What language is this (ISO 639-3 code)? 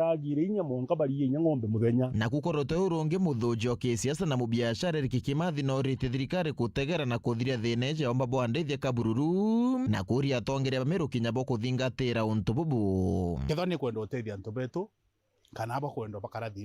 mer